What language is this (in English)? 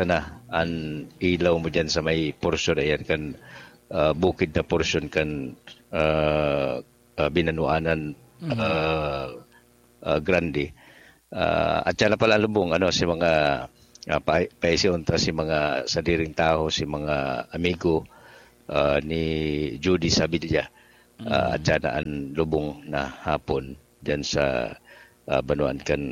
Bikol